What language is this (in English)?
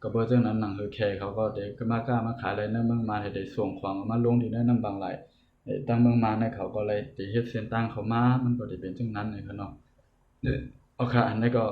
Shan